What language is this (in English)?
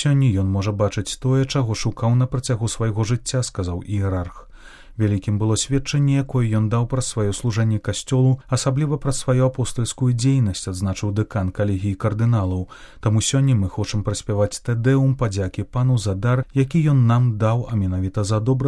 Belarusian